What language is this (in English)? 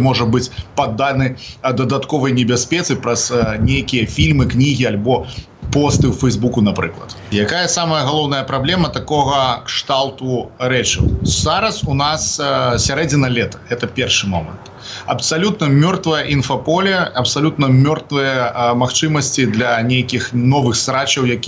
Belarusian